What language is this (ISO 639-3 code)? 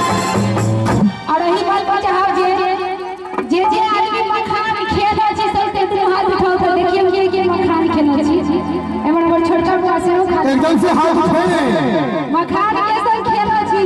mai